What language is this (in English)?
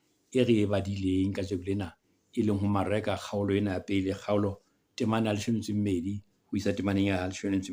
Southern Sotho